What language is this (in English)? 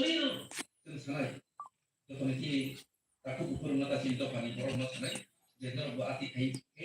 Kok Borok